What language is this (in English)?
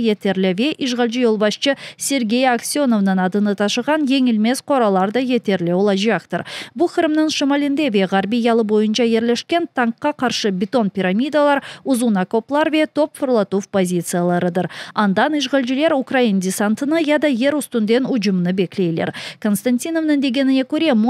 Crimean Tatar